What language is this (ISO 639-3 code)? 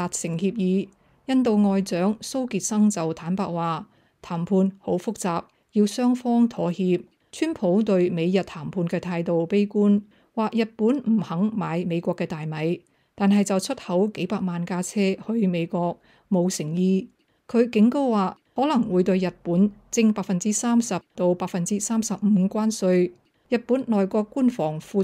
yue